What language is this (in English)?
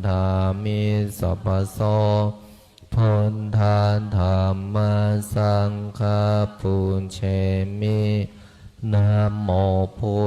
Pali